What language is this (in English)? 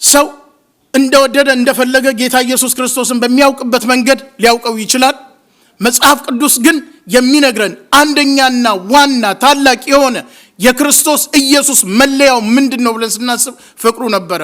Amharic